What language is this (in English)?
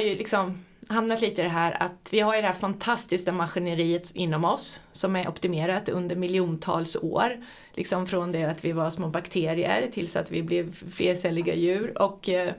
Swedish